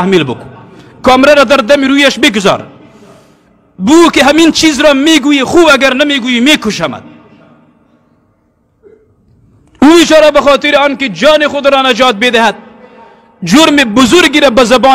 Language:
Persian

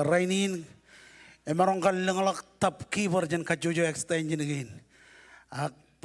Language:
Marshallese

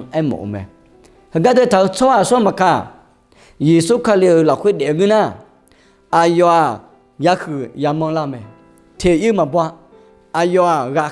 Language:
Akha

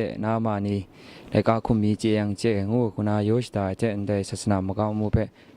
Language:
Kachin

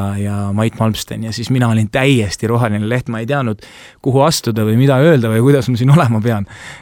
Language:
Estonian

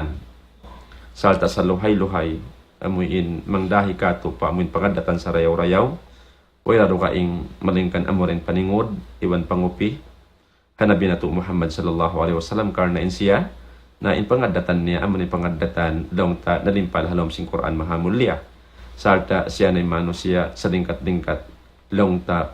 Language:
Tausug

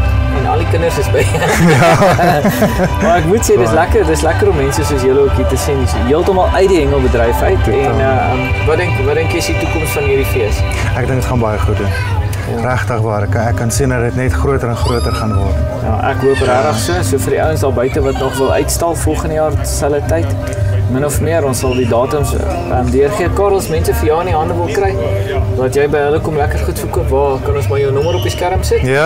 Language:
Afrikaans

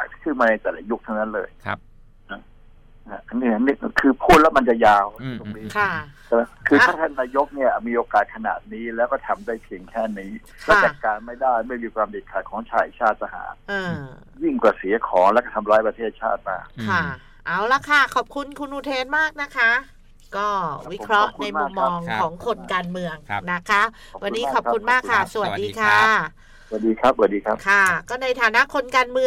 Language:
Thai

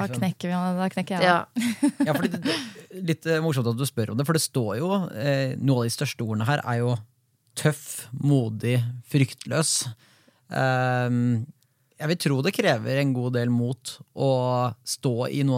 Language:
Norwegian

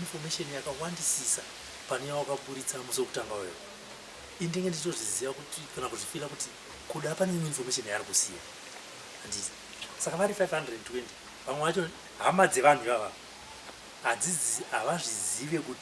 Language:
Shona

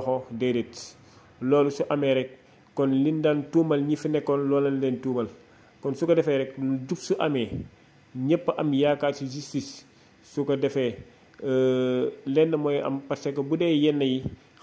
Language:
Wolof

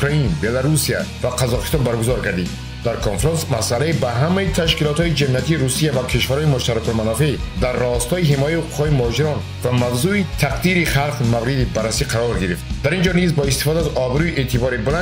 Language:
Tajik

